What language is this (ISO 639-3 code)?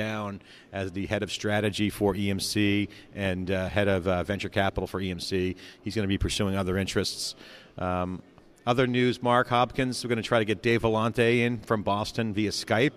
eng